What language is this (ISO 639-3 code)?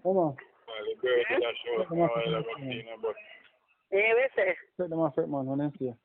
jam